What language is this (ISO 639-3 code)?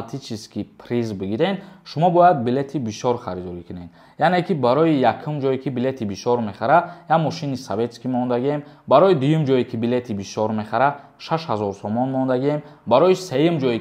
tgk